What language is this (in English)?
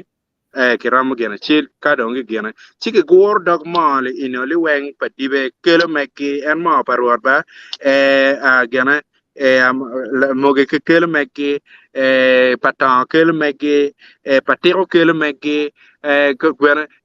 Acoli